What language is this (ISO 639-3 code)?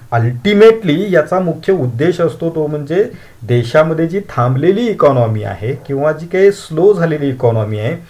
mar